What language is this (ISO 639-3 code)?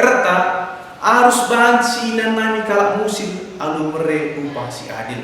btx